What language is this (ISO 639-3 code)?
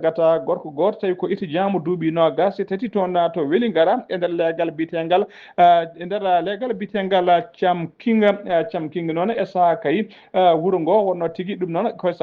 ful